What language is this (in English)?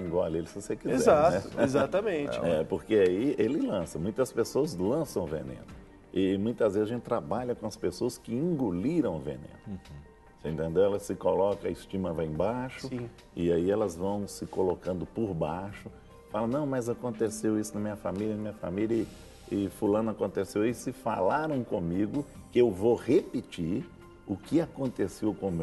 Portuguese